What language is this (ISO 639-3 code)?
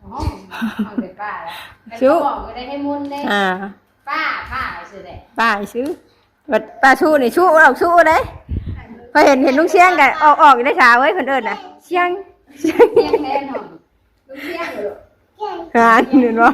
tts